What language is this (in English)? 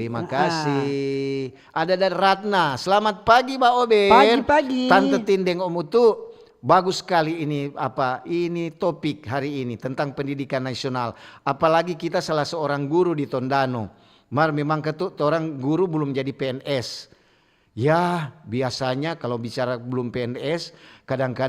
Manado Malay